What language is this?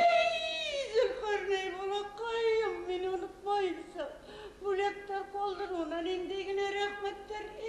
Bashkir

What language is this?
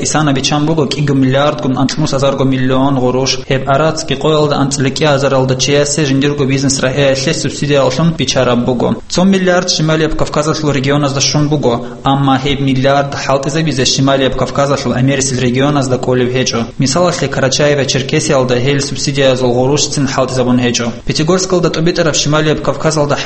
Avaric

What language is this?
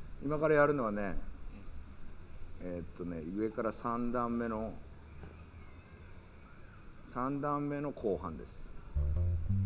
Japanese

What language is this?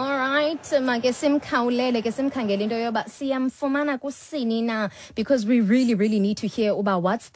Xhosa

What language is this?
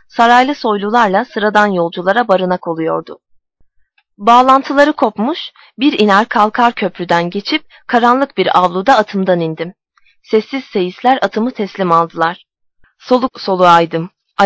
Turkish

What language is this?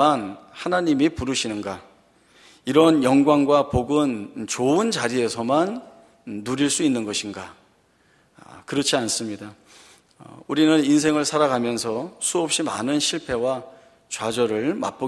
Korean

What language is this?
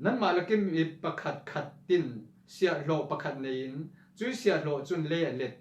Falam Chin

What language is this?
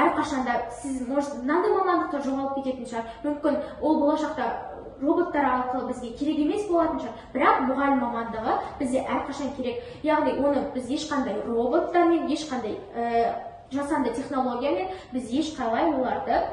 Kazakh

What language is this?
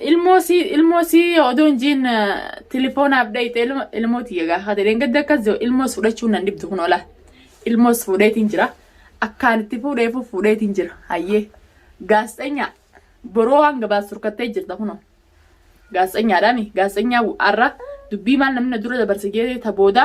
Oromo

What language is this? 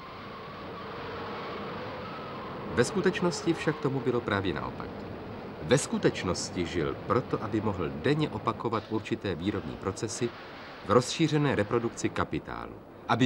Czech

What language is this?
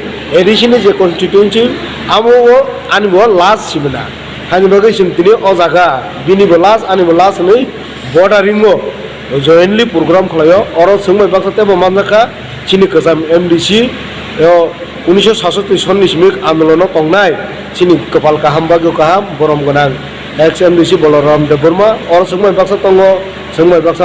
Kok Borok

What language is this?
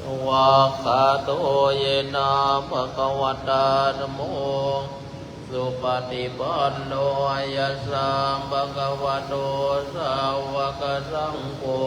Pali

